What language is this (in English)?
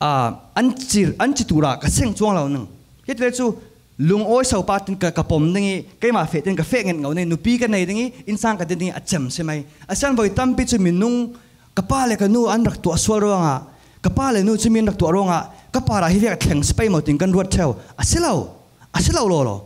Falam Chin